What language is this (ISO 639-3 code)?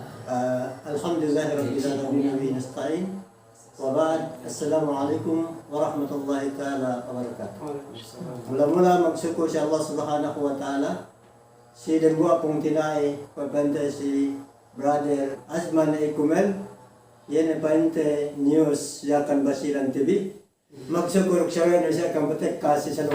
yka